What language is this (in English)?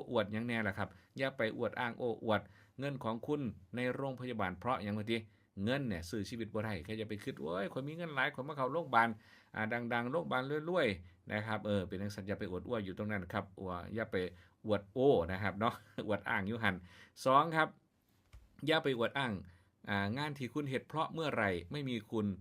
Northeastern Thai